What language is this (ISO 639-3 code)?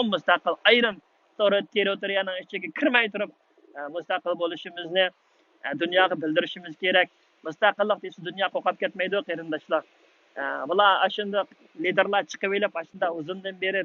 uig